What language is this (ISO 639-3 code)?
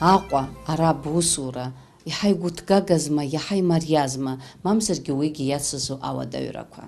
abk